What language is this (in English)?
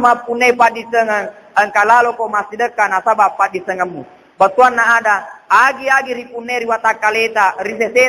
Buginese